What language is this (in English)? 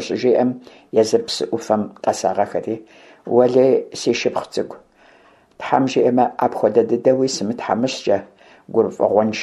Kabardian